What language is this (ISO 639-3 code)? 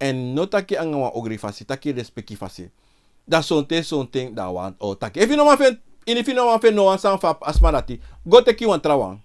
srn